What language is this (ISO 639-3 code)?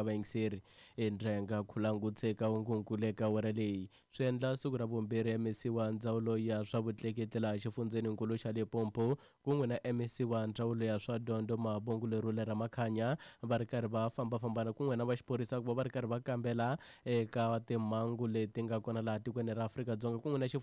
tso